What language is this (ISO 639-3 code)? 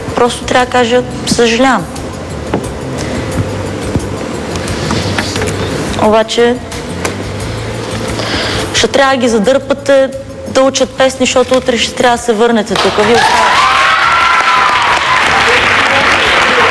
bul